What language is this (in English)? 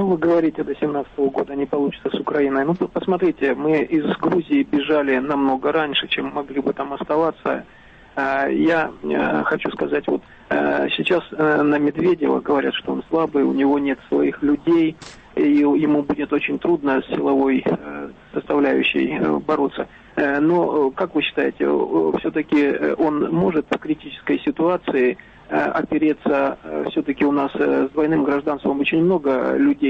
Russian